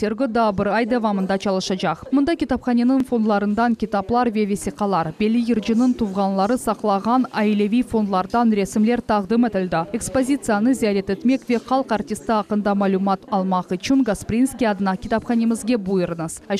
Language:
Crimean Tatar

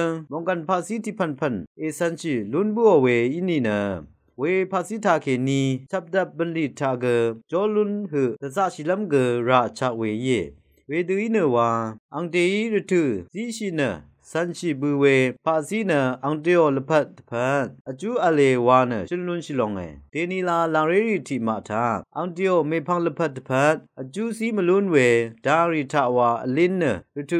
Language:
Rawang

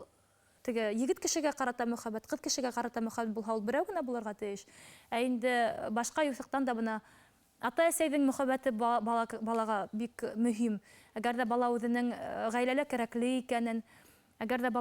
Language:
Bashkir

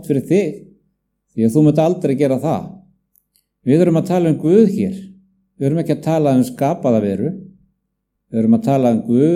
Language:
Icelandic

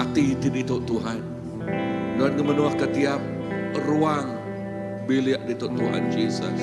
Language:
Iban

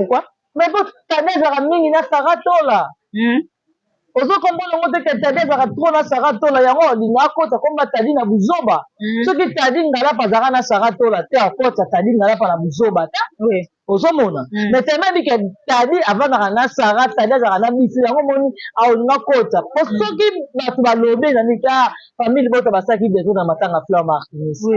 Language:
Lingala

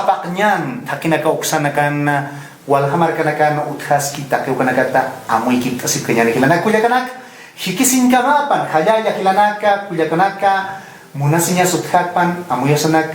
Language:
Aymara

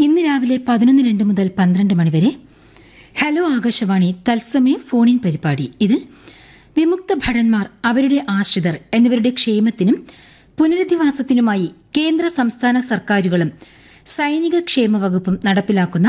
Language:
Malayalam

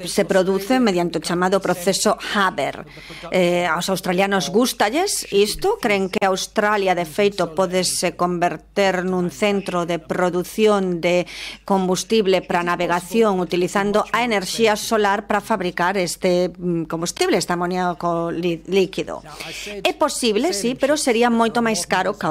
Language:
Galician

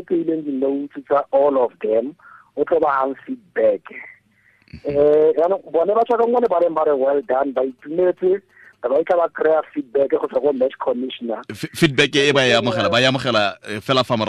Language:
Tswana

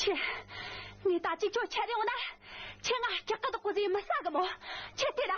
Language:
Tibetan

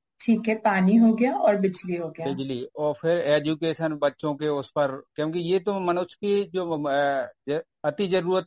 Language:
Hindi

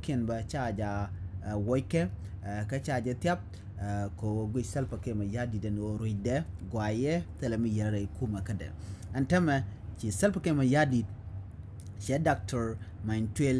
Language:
Nuer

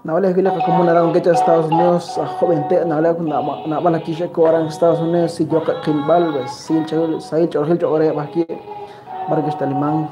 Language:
Kekchí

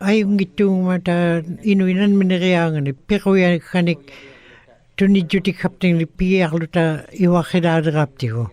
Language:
Western Canadian Inuktitut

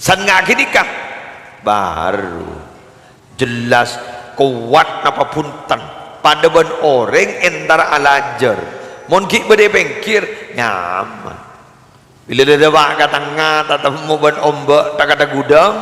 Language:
Madurese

